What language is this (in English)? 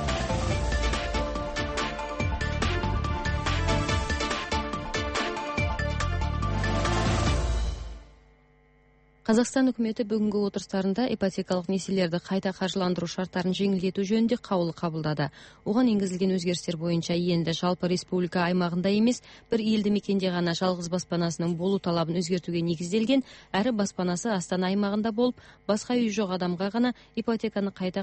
Kazakh